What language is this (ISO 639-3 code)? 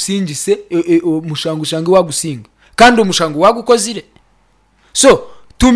nyn